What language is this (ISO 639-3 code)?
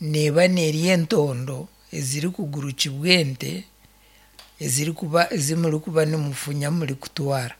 nyn